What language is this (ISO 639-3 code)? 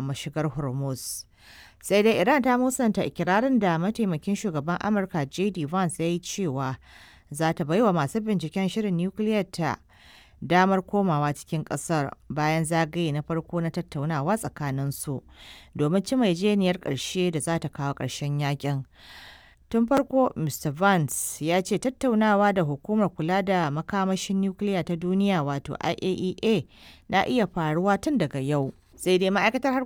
hau